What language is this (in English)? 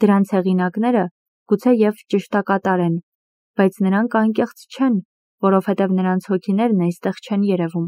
Armenian